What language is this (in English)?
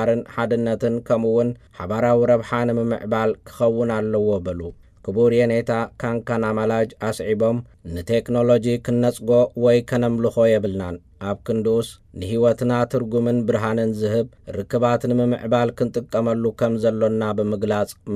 Tigrinya